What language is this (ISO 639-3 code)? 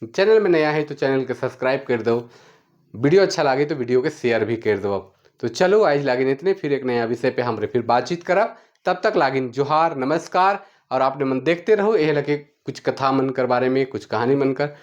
sck